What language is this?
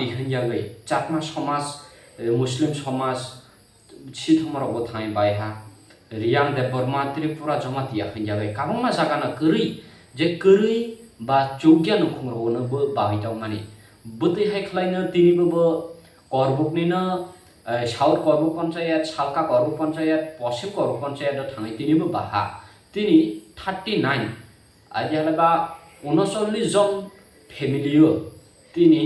Kok Borok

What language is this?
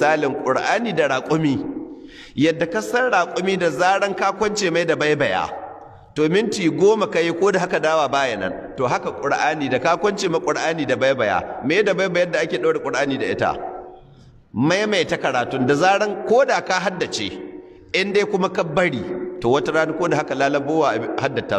Hausa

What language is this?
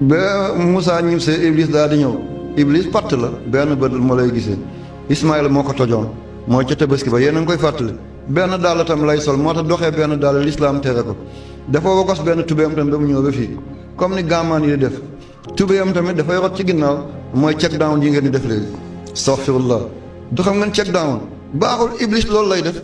Wolof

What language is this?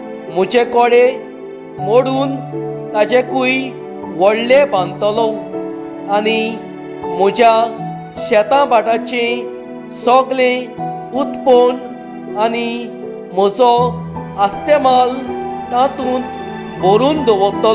Konkani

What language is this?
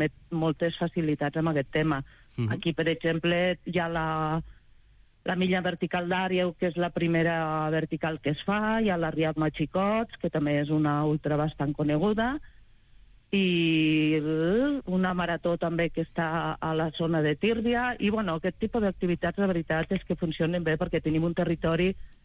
Catalan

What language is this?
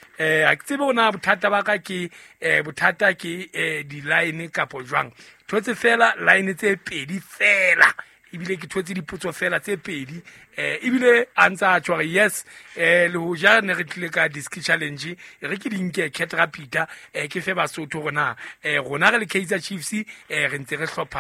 Southern Sotho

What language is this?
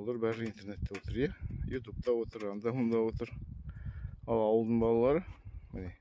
Kazakh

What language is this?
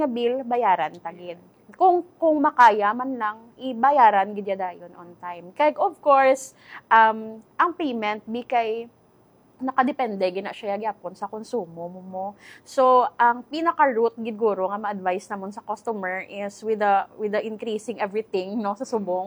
Hiligaynon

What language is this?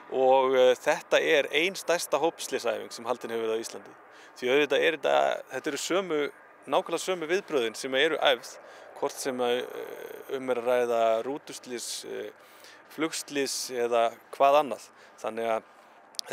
Icelandic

